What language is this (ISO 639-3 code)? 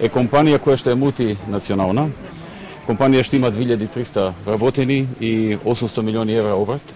mkd